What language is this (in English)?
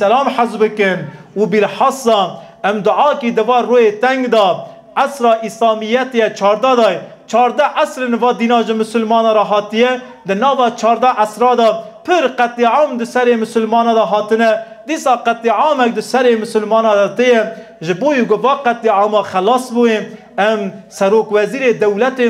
Kurdish